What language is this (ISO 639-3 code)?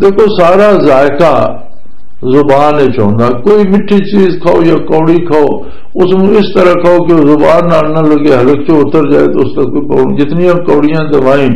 lah